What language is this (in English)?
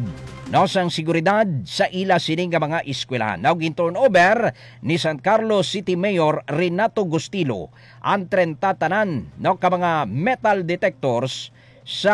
Hiligaynon